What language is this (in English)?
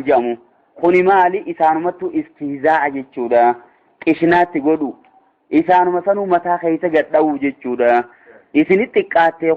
Oromo